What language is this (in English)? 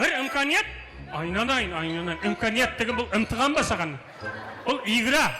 Kara-Kalpak